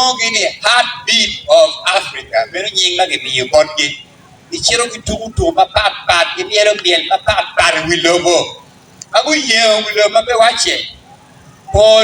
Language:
Acoli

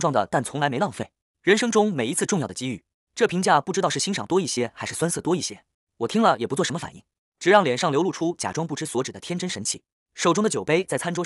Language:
Chinese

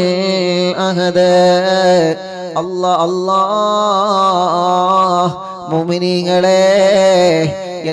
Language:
Malayalam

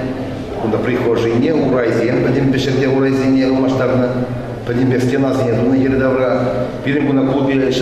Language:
Chuvash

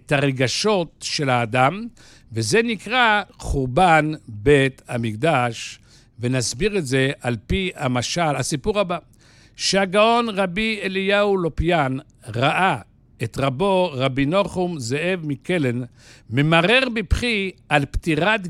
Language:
Hebrew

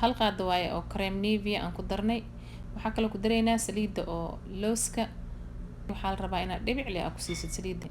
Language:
Somali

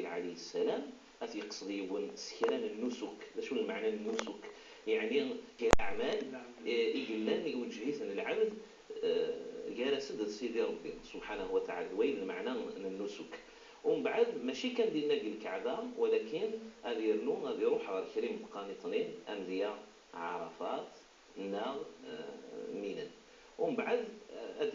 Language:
Kabyle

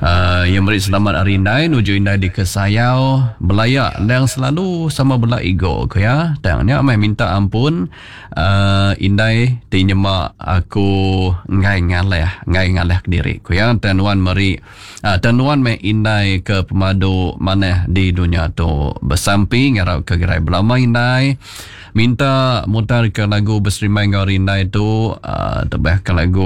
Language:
Iban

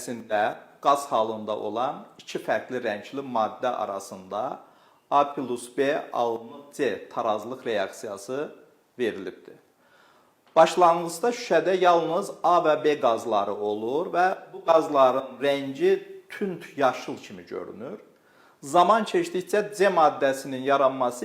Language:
Azerbaijani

